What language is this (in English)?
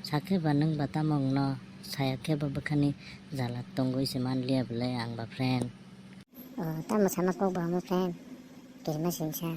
Kok Borok